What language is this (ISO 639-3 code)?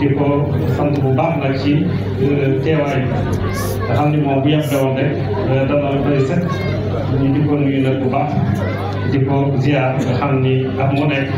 wol